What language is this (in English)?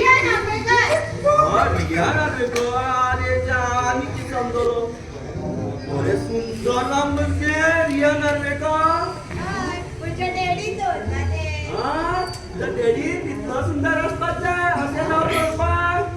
Konkani